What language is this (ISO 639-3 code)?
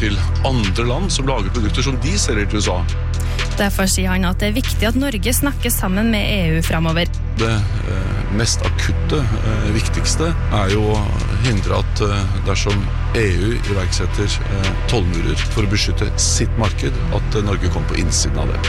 nor